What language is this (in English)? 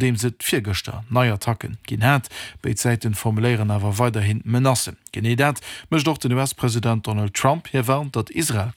Luxembourgish